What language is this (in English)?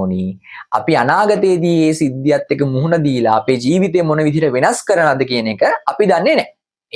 Sinhala